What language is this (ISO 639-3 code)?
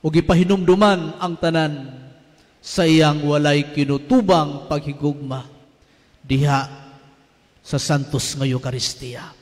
ceb